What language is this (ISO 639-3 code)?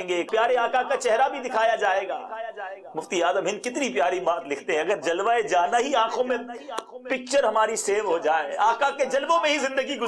urd